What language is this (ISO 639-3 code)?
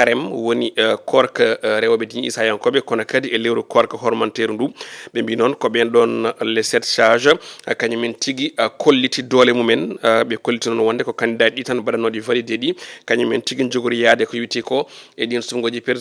ful